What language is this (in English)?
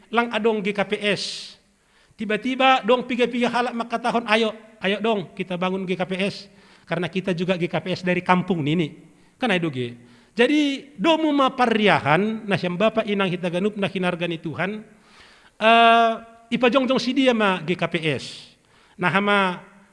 Batak Simalungun